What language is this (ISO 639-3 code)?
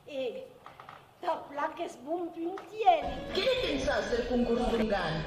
oci